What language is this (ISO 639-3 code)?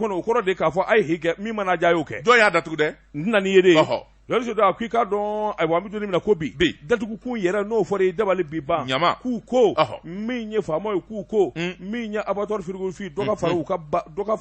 bam